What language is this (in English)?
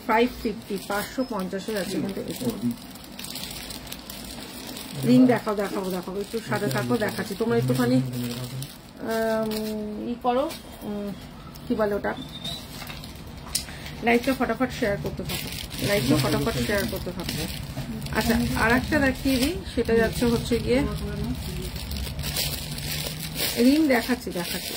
Bangla